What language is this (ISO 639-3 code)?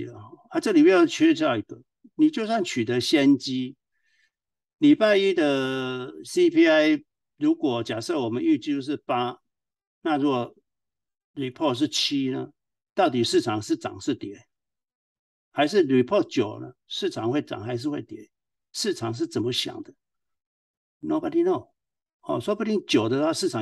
zho